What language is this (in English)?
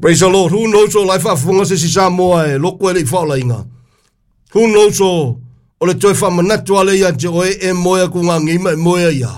Samoan